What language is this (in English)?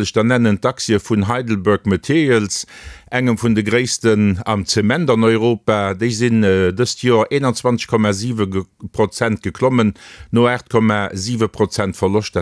Luxembourgish